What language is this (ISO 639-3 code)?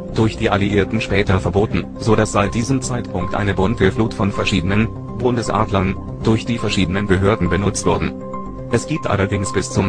deu